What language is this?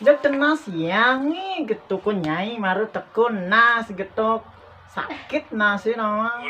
Balinese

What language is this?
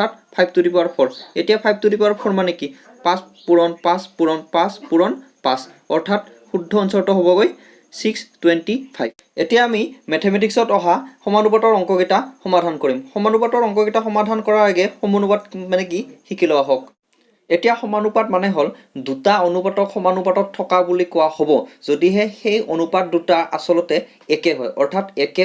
Assamese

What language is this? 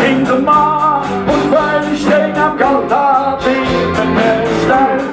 Swiss German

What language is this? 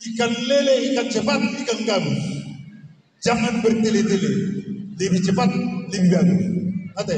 Batak Toba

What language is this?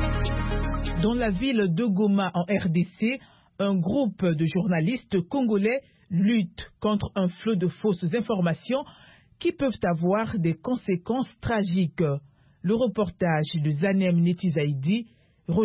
French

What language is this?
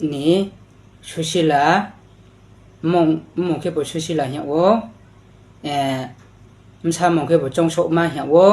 Riang (India)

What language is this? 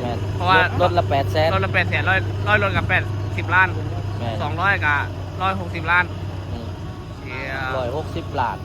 Northeastern Thai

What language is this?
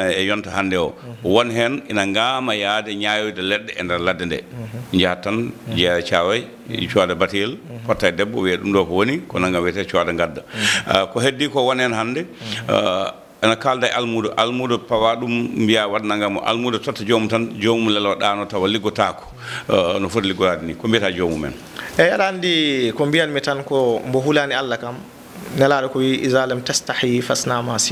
Fula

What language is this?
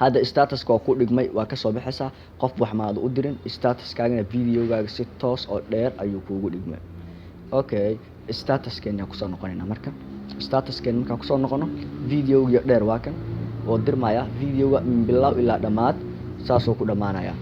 Somali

